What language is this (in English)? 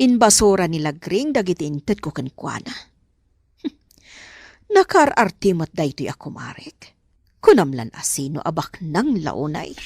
Iloko